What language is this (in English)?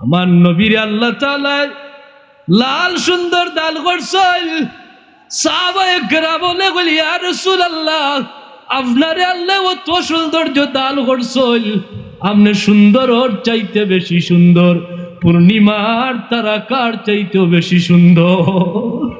Sylheti